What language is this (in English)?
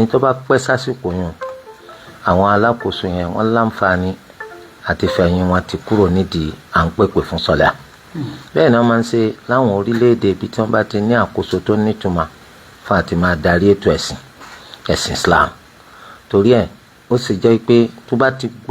Yoruba